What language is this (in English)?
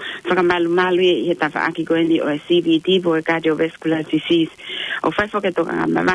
Tongan